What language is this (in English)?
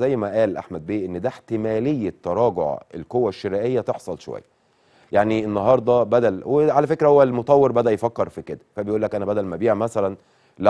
Egyptian Arabic